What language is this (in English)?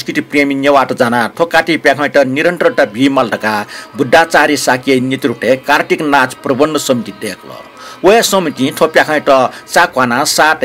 Newari